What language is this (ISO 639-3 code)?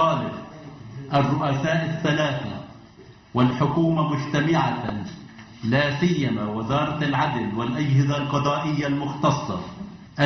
ara